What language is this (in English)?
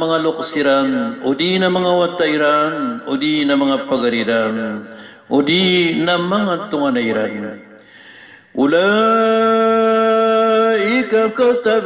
Maranao